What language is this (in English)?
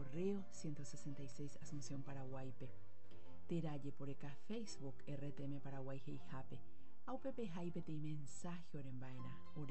Guarani